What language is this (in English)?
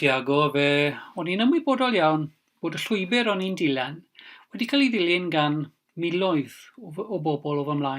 Welsh